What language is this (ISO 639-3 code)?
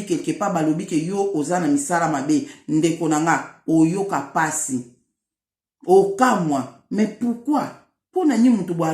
lin